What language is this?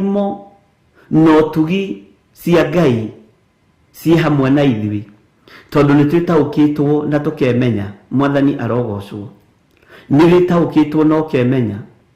Kikuyu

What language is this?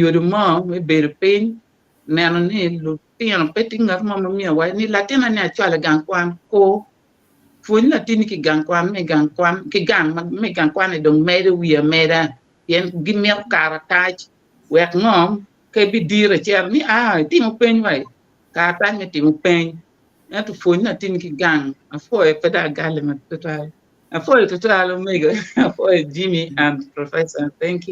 Acoli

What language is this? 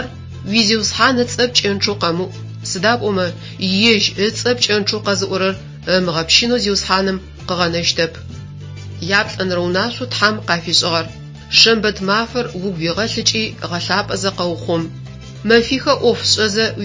Adyghe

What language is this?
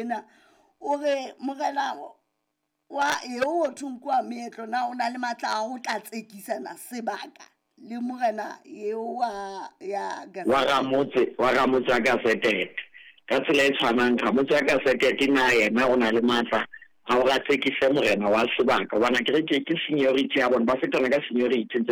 Southern Sotho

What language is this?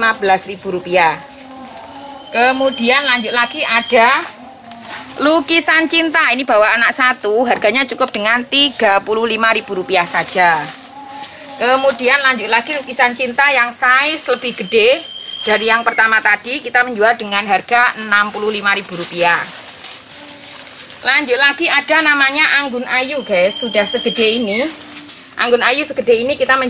Indonesian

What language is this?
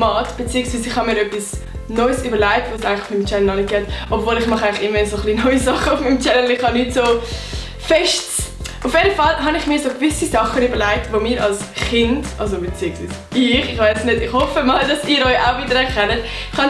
Swiss German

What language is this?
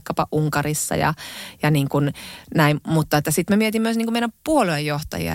Finnish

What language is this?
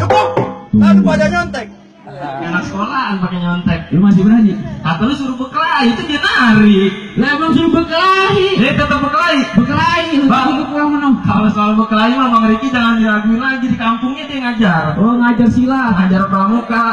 Betawi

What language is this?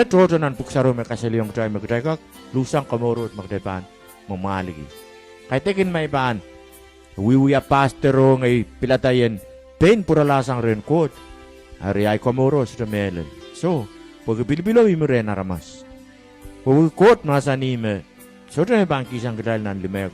Pohnpeian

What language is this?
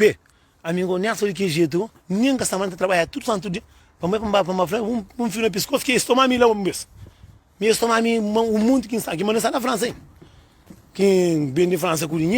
Kabuverdianu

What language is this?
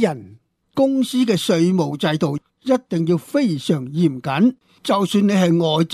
Cantonese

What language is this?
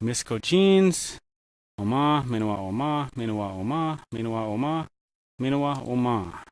Ojibwa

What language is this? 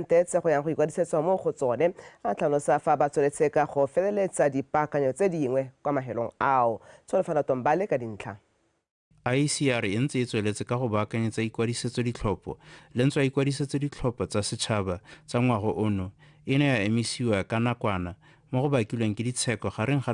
Tswana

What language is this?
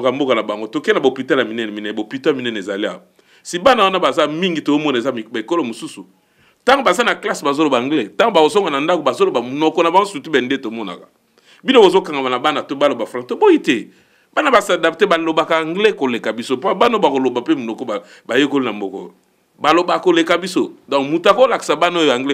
Lingala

